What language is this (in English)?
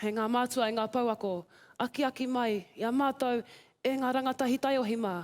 Māori